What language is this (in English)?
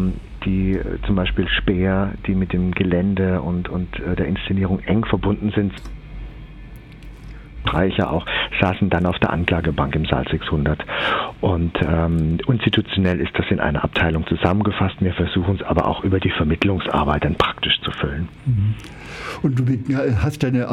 German